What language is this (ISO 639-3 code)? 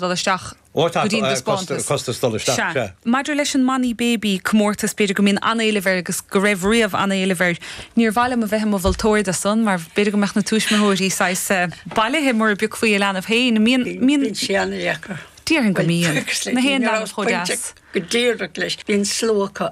gle